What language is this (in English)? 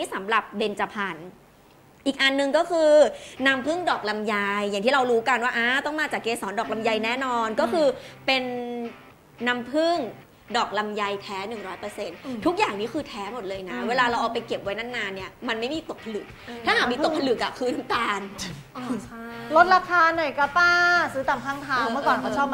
Thai